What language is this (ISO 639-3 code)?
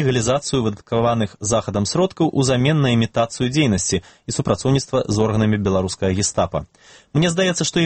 bel